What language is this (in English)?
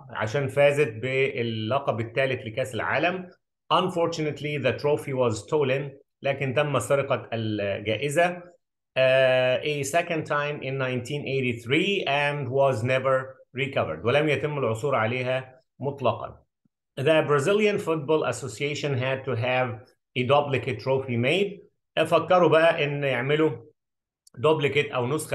Egyptian Arabic